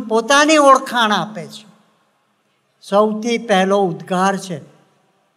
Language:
Gujarati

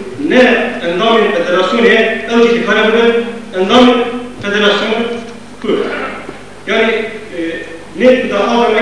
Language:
Kurdish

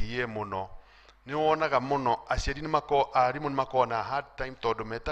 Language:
Kikuyu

